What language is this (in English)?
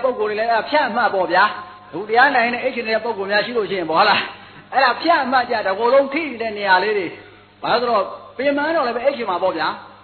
Burmese